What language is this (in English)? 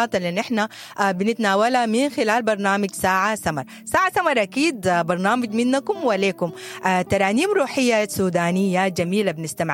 Sudanese Arabic